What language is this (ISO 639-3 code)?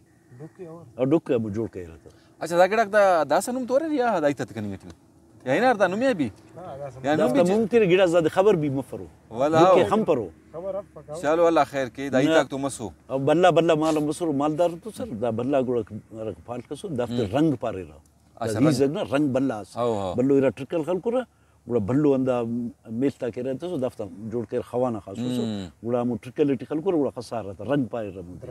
brh